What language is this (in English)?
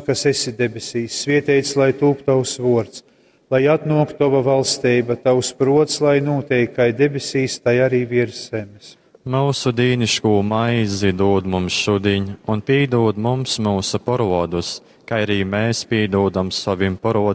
Latgalian